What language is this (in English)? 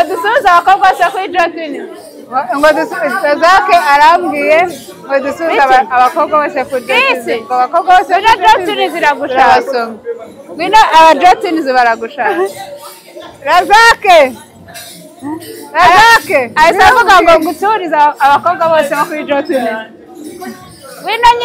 Kinyarwanda